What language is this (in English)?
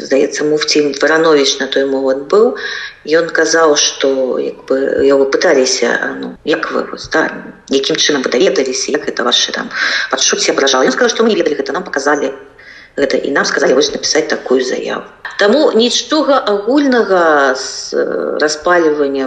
Belarusian